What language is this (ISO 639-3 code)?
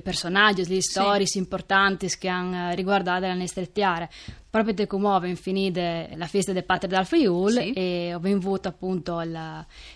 fur